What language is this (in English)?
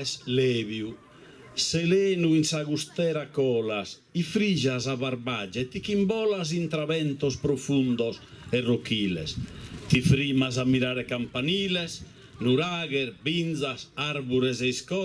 Sardinian